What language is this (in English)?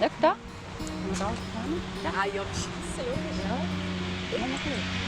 Swiss German